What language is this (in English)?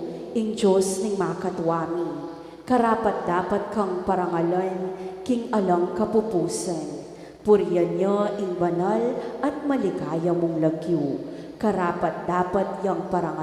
Pampanga